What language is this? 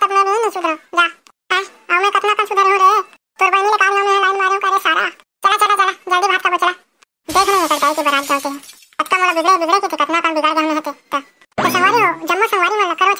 Chhattisgarhi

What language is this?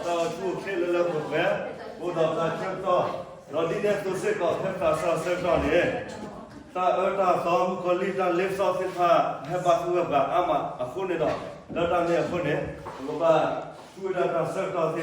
S'gaw Karen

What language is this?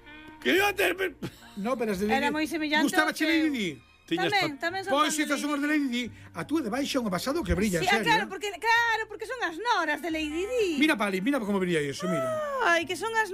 Galician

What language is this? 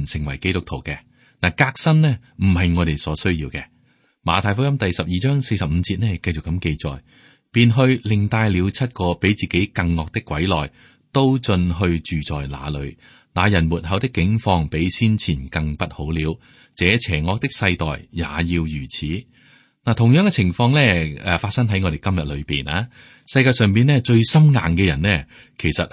Cantonese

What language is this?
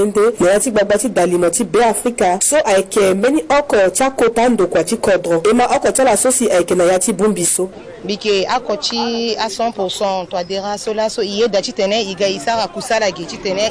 Sango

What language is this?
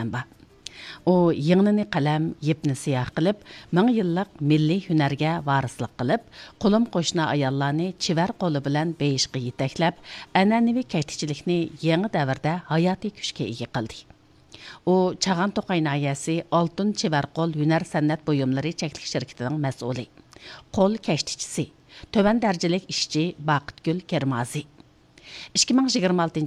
Uyghur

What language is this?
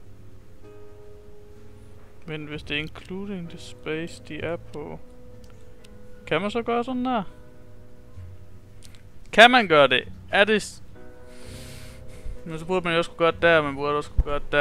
Danish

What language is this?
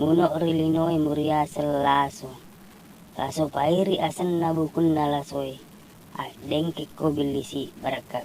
Buginese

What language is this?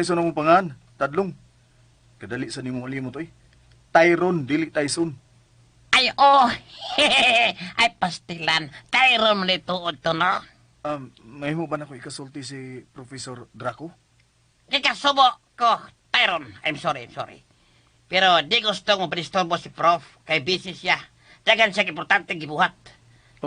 Cebuano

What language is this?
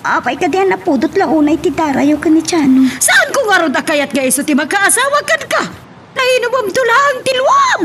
Iloko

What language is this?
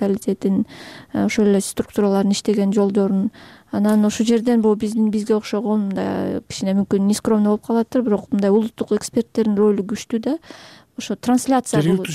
Kyrgyz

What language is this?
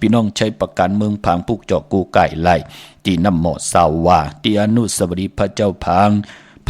Shan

